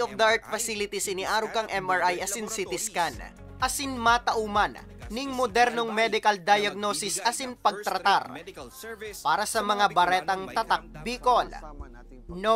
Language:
Bikol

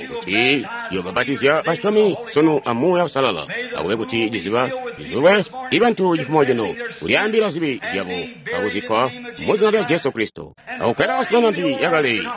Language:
Tonga (Zambia)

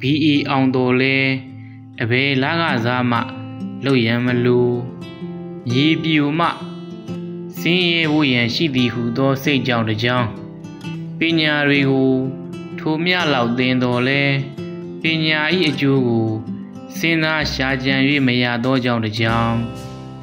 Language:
Burmese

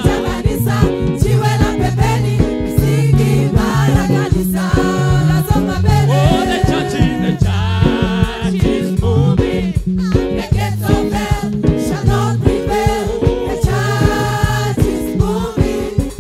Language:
Swahili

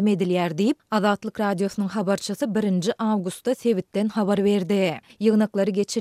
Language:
Turkmen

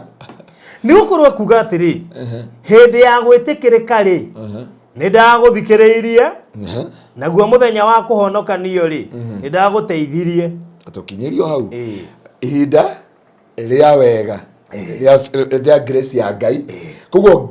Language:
Kikuyu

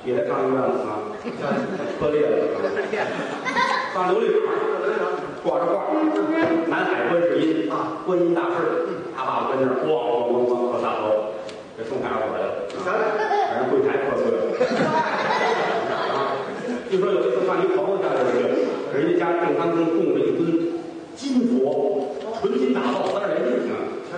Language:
Chinese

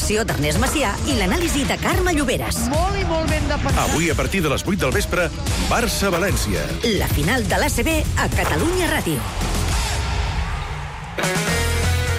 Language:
Catalan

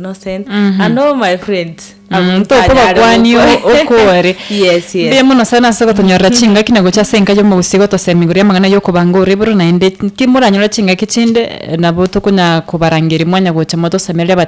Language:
Gusii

